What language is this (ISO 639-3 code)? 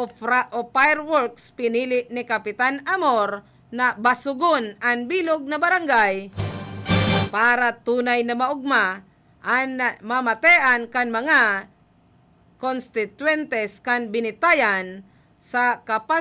bik